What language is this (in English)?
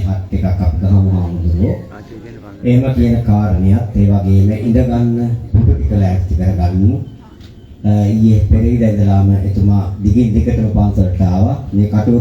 Sinhala